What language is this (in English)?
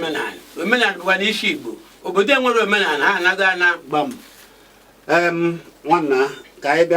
Igbo